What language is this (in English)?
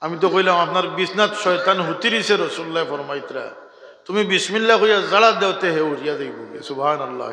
Sylheti